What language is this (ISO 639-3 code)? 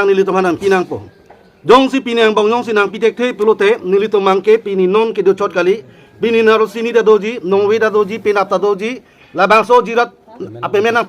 mjw